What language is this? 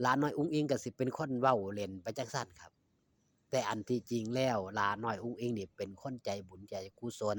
Northeastern Thai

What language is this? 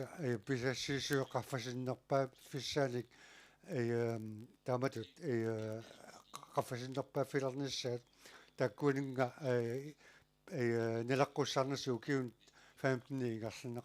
Kalaallisut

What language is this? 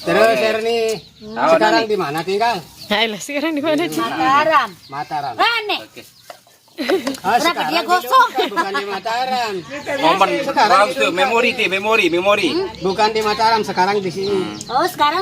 Sasak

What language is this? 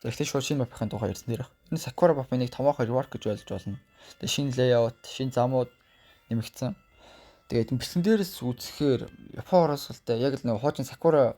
Mongolian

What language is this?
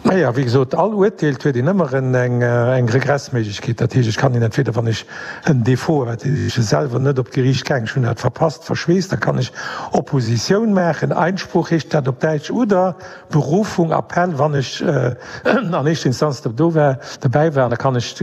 Luxembourgish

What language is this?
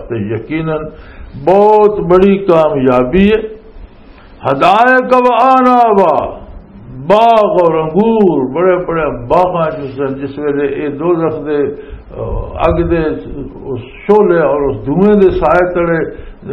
Western Panjabi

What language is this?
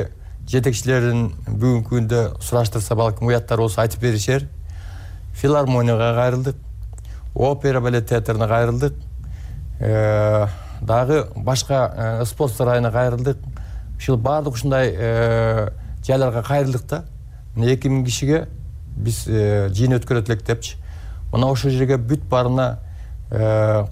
Kyrgyz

